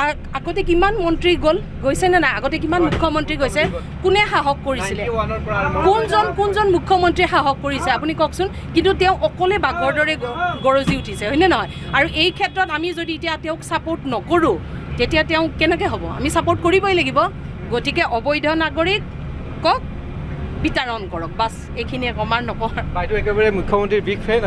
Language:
Assamese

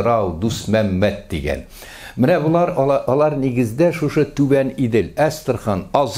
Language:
Tatar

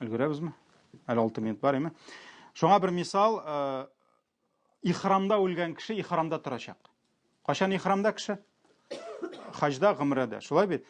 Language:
Tatar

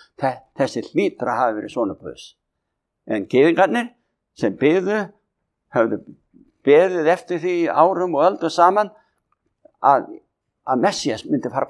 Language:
Icelandic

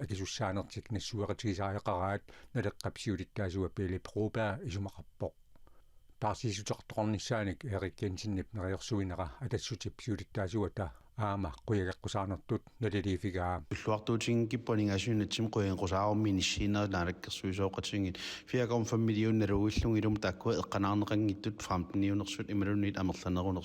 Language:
Kalaallisut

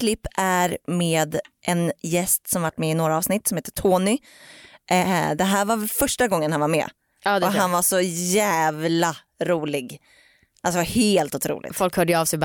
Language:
Swedish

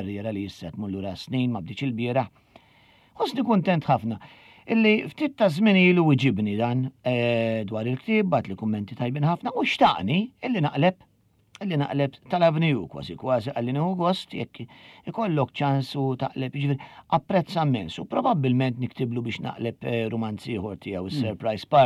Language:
Maltese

